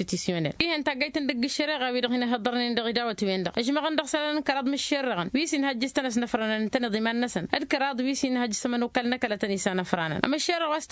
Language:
Tamasheq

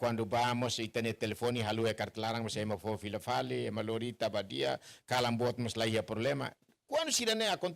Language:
Tetum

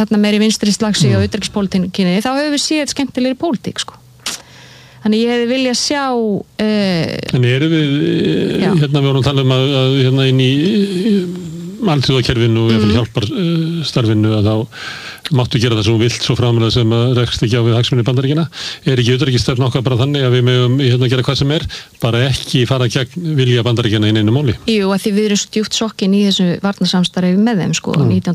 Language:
Icelandic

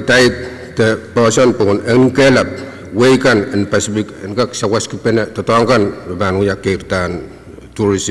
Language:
Pohnpeian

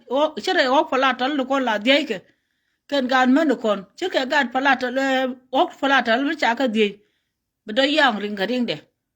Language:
Nuer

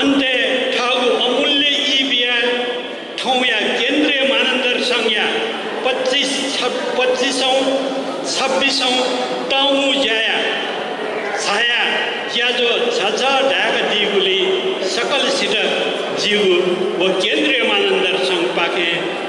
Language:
Newari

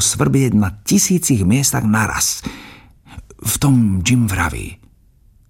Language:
Slovak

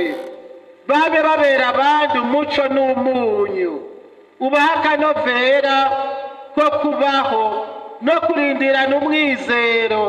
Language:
Rundi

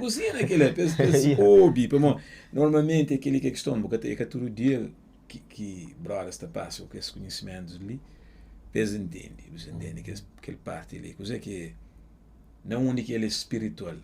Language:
Kabuverdianu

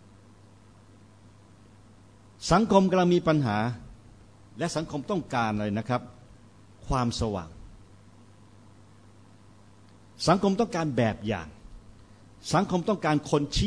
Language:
Thai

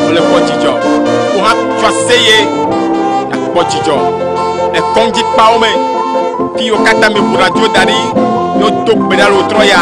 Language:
Ewe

